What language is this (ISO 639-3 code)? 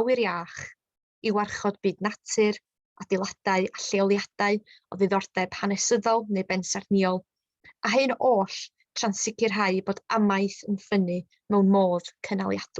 cym